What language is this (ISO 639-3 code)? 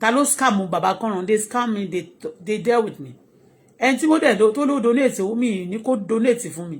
yor